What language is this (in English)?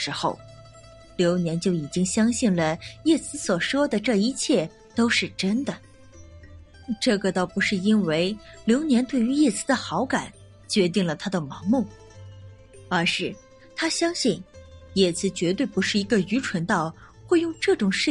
Chinese